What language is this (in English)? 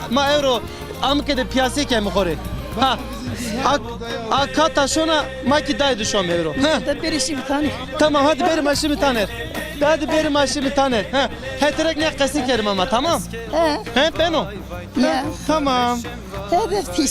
Zaza